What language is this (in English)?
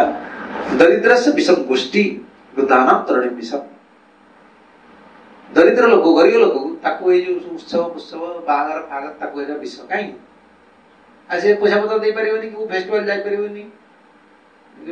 Odia